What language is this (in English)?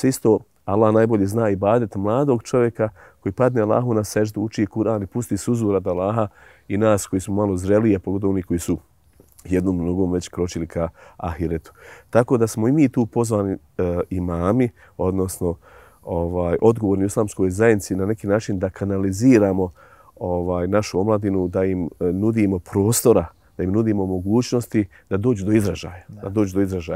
Bosnian